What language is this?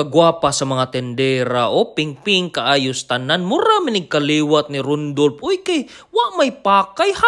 Cebuano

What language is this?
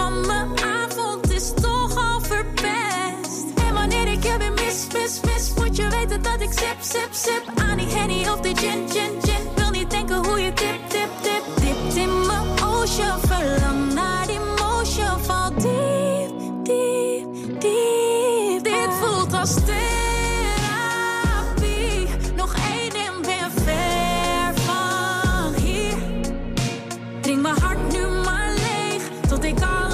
Dutch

